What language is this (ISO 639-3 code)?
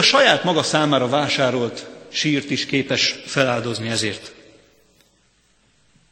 hun